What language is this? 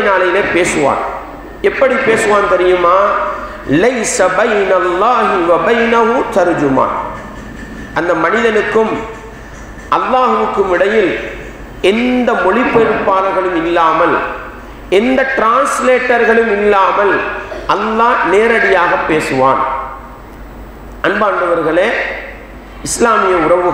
Tamil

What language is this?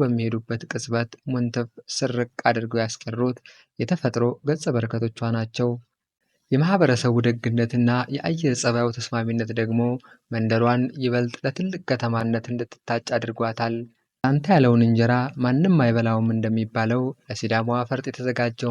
Amharic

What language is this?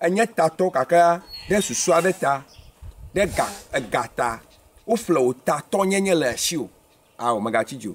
Ewe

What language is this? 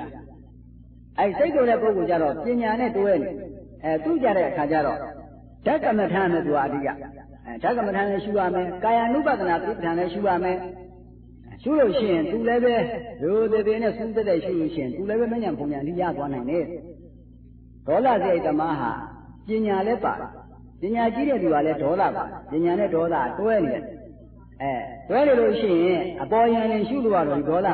Burmese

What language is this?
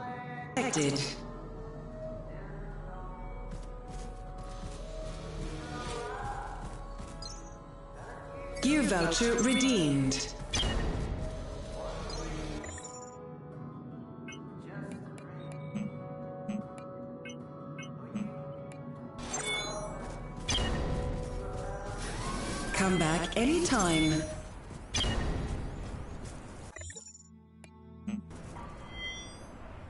English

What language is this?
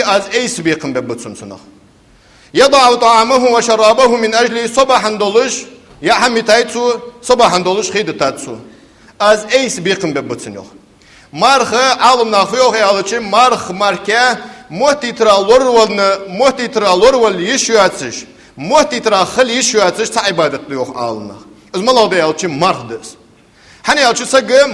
Ingush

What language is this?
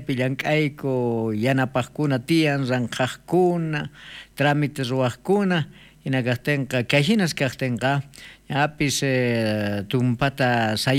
South Bolivian Quechua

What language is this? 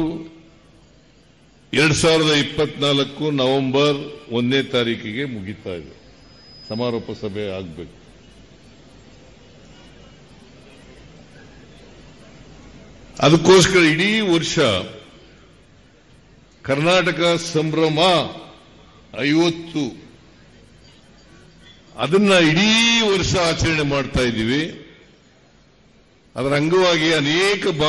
Kannada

